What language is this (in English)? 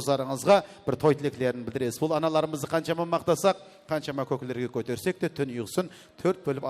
Kara-Kalpak